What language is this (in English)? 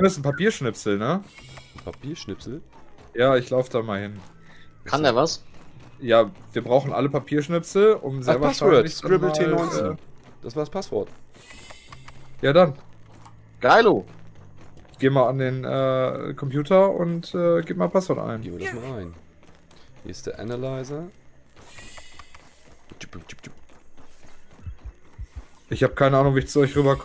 German